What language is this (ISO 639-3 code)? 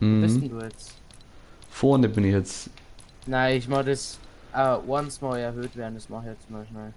bar